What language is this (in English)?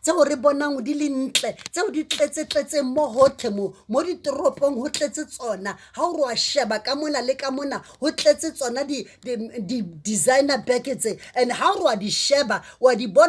Southern Sotho